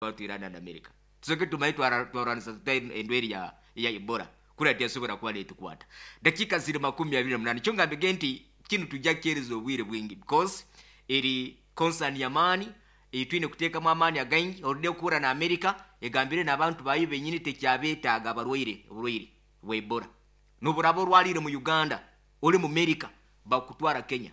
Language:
Nyankole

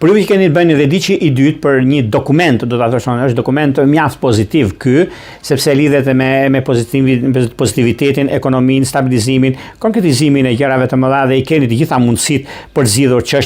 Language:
Albanian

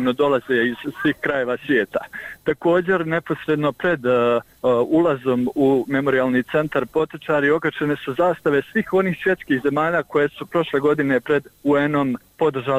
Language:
Bosnian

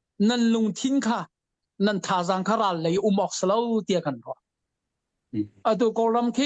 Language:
Hakha Chin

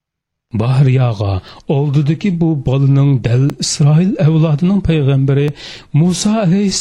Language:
Uyghur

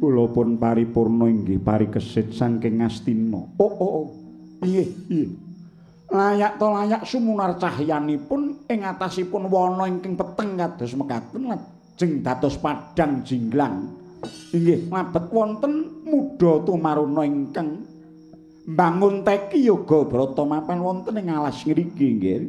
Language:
Javanese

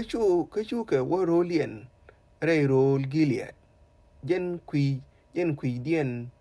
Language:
Nuer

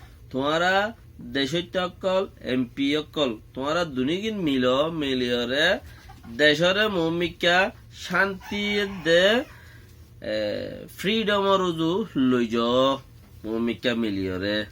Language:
Rohingya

